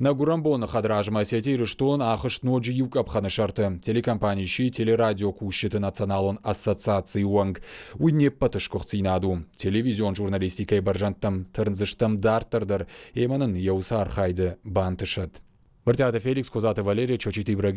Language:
Ossetic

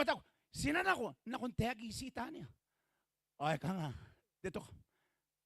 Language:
Gilbertese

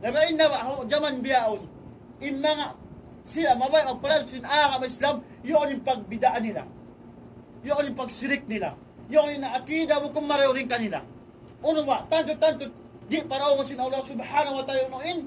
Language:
Tausug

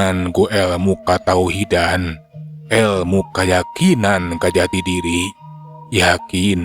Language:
Sundanese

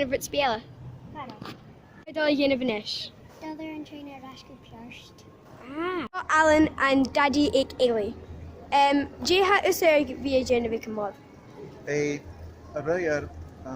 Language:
Scottish Gaelic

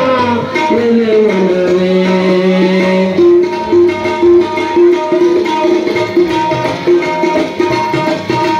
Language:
Kannada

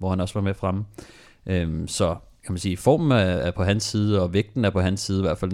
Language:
Danish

